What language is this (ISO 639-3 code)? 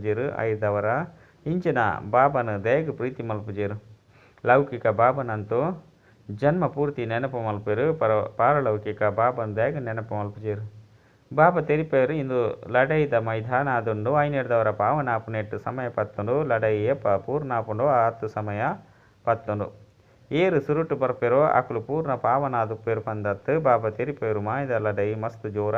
tcy